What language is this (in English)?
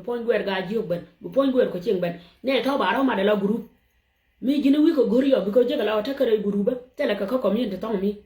Nuer